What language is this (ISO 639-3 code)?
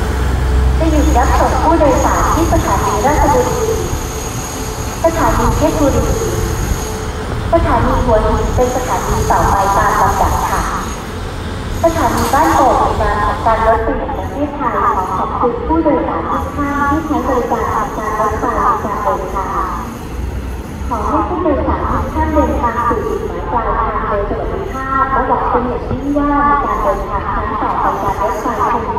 tha